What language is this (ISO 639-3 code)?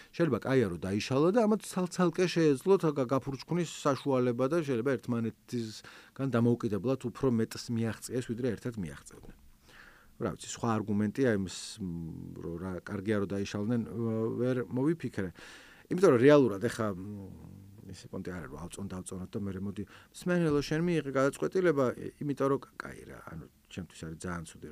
kat